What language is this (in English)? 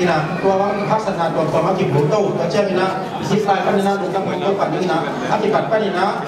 Tedim Chin